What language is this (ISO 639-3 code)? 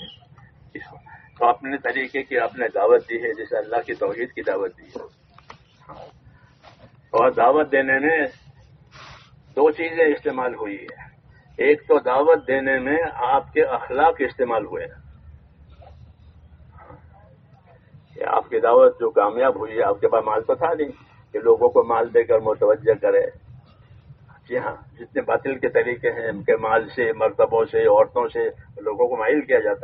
urd